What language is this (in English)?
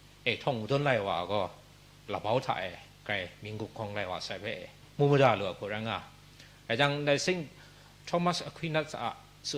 Kachin